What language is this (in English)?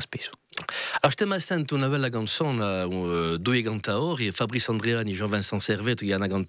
Corsican